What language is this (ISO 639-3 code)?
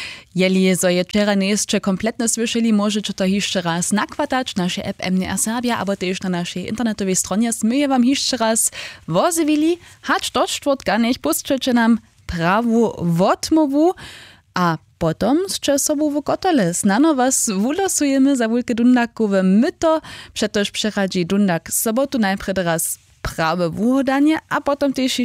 hsb